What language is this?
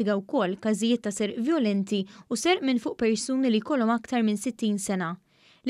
Maltese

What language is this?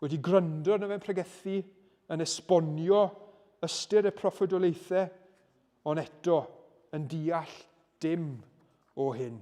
Welsh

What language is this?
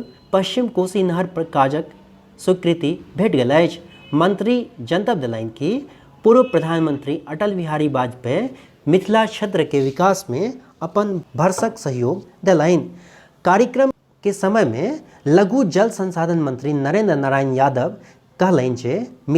Maithili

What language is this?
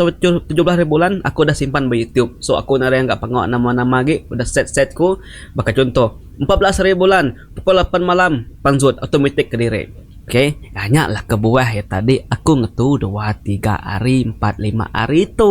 Iban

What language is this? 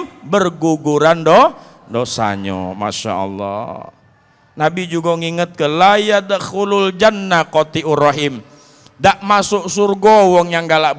Musi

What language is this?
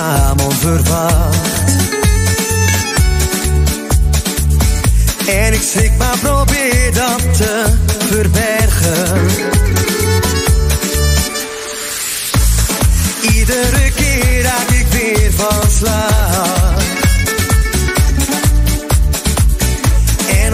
Dutch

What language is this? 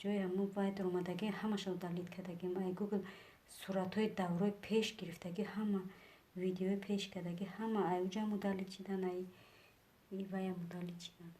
Tajik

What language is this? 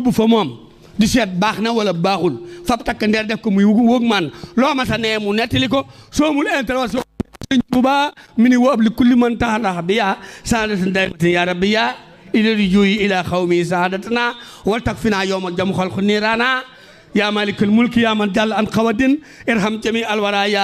Wolof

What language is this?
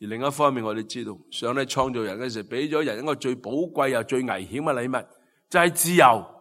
Cantonese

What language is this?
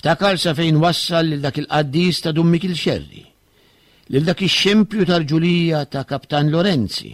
Maltese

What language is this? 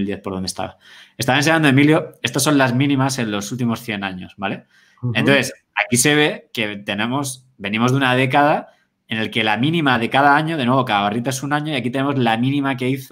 Spanish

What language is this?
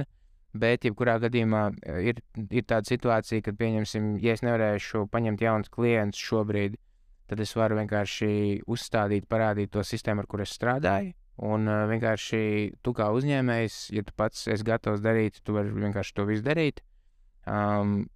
Latvian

